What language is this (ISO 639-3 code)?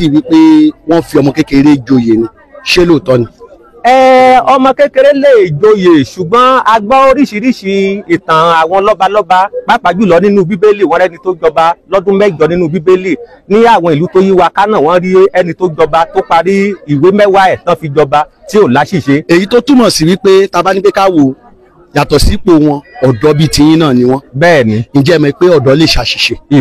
yor